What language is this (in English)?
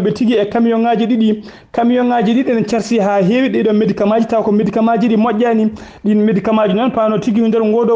Fula